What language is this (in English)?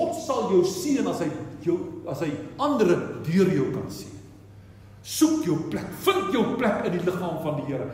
Afrikaans